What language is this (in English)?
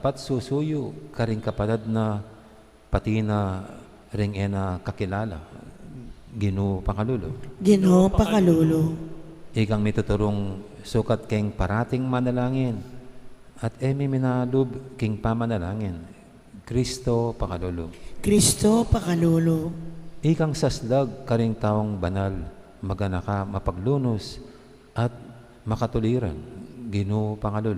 Pampanga